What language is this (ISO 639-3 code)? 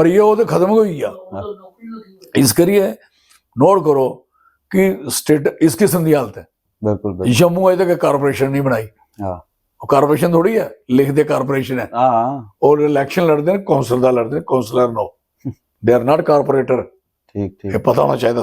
doi